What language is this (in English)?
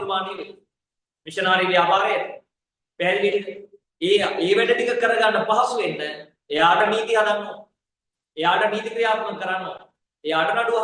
Sinhala